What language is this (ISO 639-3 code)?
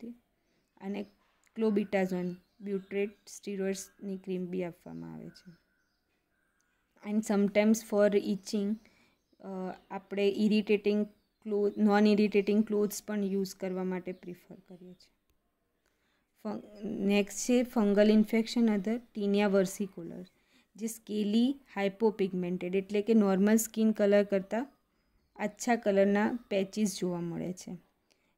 guj